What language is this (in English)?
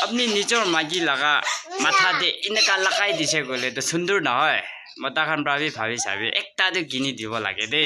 Naga Pidgin